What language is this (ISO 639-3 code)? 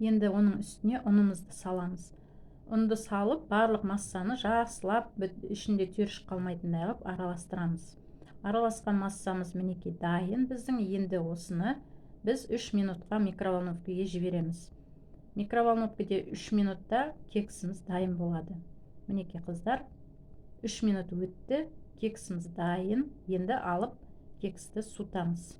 kaz